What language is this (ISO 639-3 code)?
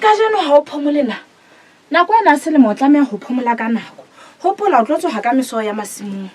sot